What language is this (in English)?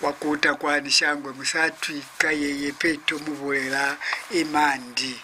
Lozi